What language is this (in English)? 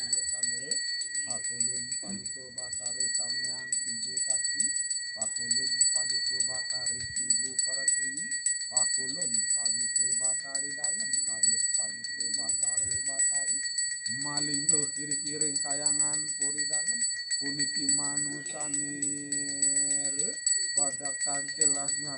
Balinese